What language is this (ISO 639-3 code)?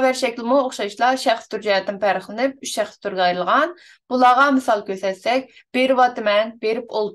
uig